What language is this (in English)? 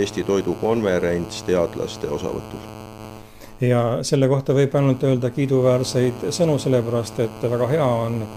Estonian